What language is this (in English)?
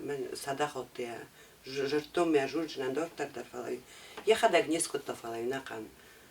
Ossetic